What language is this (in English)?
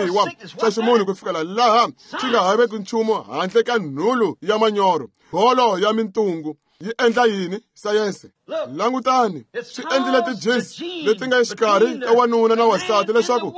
Tsonga